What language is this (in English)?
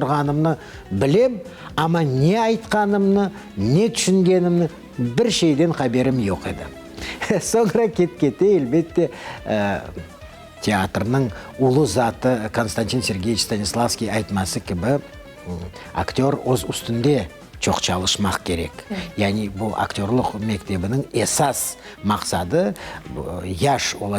Crimean Tatar